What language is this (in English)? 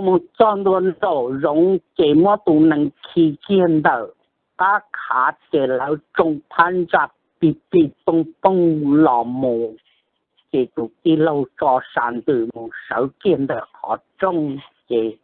Hmong